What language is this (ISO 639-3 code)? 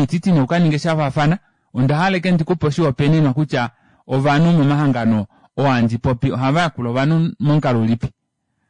kua